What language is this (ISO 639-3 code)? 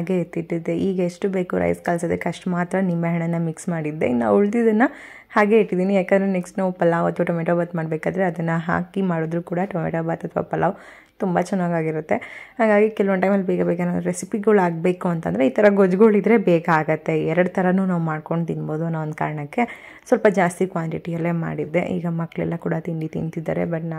kan